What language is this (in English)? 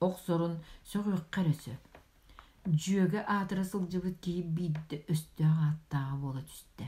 Yakut